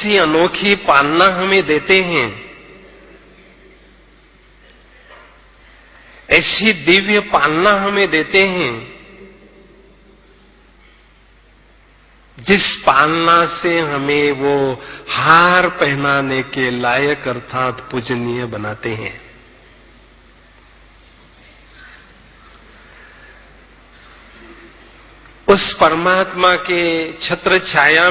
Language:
Hindi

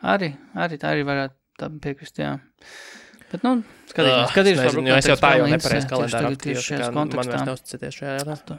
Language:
Latvian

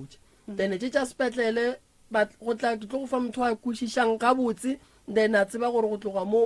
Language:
Northern Sotho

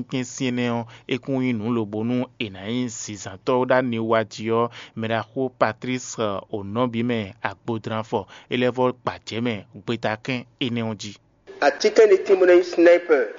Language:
Fon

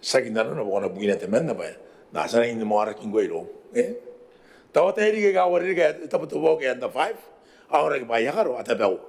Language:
Gilbertese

